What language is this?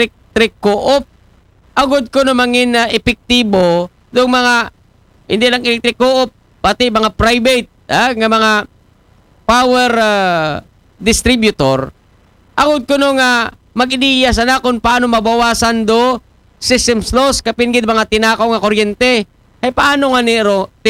Aklanon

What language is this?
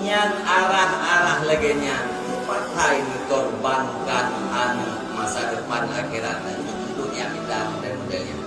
Achinese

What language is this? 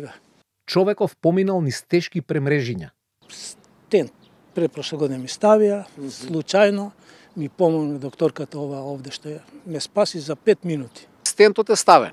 Macedonian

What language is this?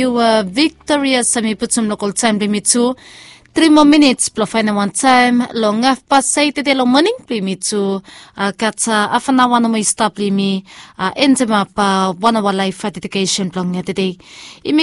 Bislama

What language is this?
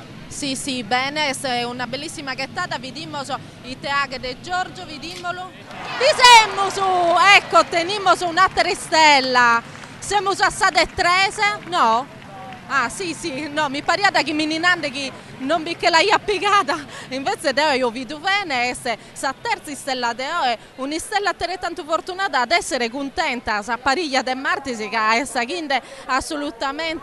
Sardinian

